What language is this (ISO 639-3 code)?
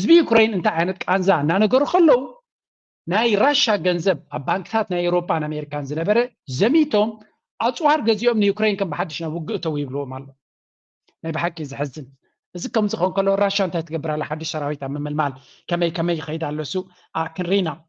tir